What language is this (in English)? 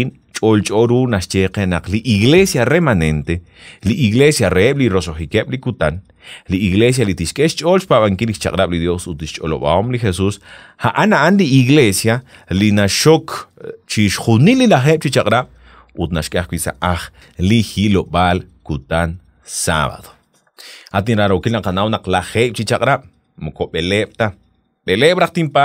Kekchí